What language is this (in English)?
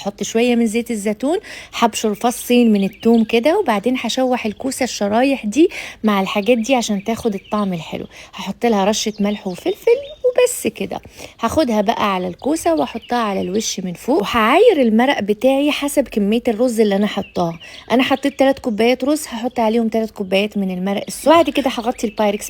Egyptian Arabic